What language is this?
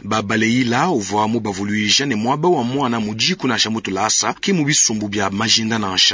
Luba-Lulua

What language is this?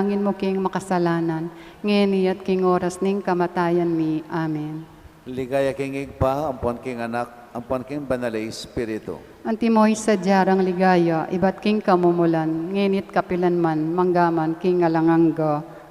Pampanga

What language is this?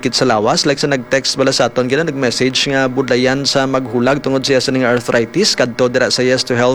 Hiligaynon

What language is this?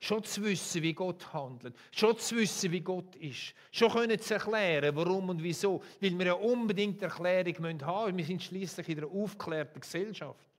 Swiss German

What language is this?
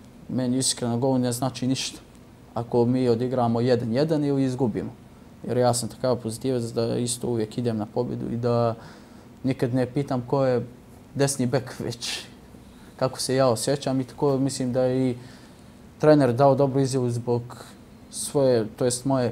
Bosnian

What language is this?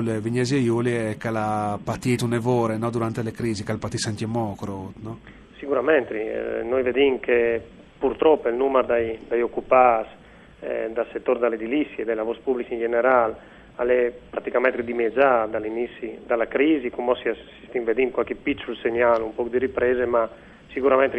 Friulian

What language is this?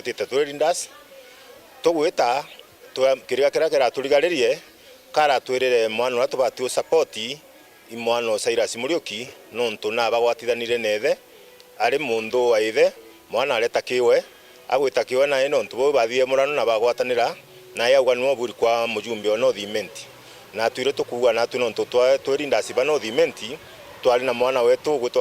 Meru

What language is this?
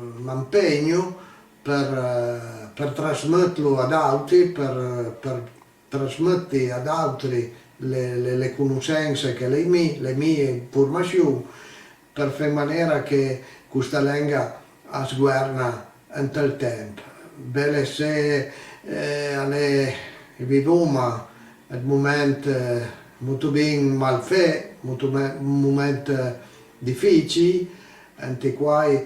Piedmontese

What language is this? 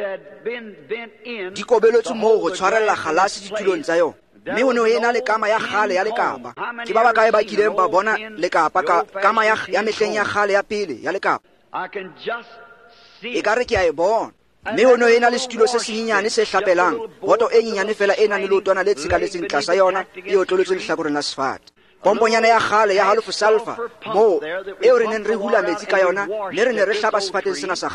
Tswana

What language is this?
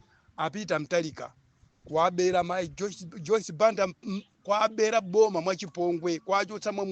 Nyanja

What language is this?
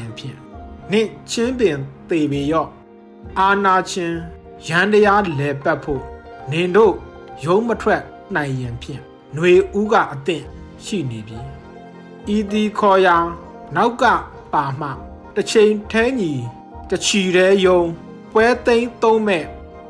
Burmese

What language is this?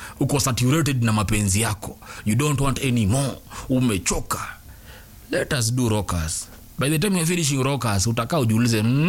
Swahili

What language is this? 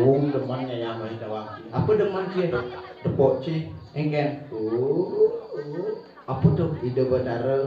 Balinese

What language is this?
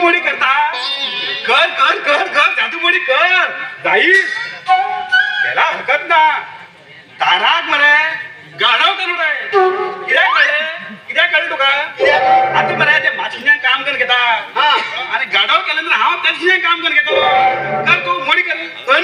Konkani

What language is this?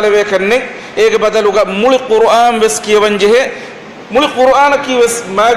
Divehi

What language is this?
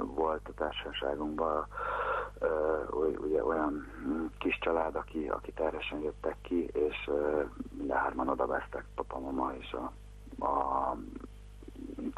Hungarian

